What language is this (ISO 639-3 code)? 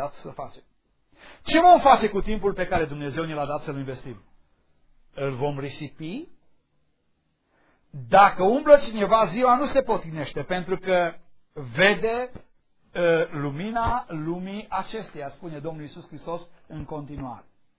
ron